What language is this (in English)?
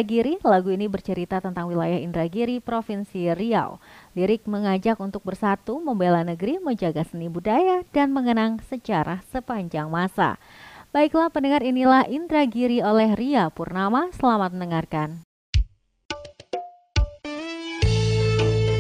Indonesian